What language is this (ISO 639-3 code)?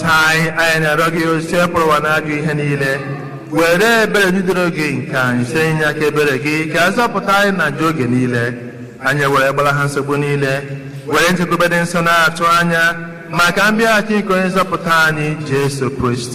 ibo